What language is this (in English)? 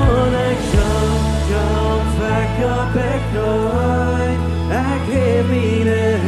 Plautdietsch